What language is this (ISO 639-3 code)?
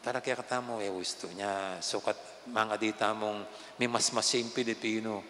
pam